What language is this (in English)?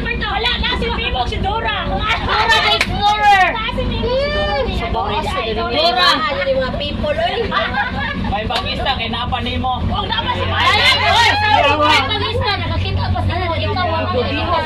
Cebuano